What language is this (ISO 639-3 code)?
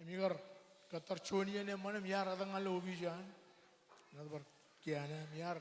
mah